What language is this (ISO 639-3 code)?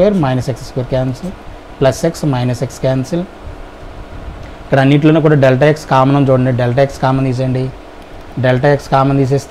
tel